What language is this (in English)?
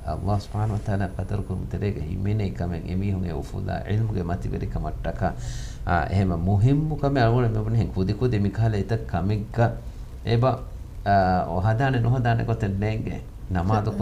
Divehi